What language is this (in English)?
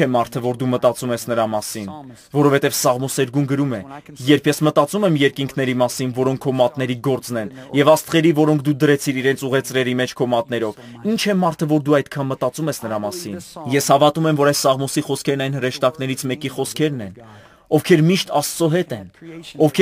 Armenian